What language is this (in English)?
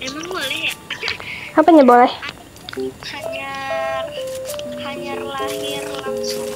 Banjar